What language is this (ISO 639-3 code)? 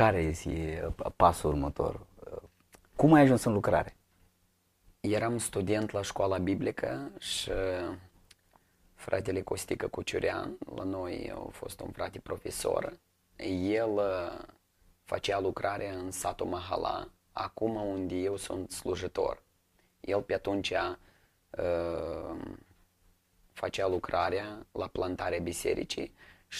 ron